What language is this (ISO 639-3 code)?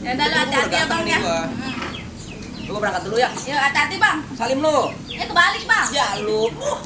bew